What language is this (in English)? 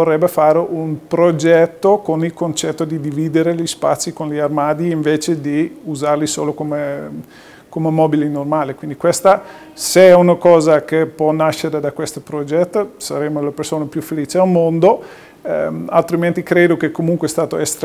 Italian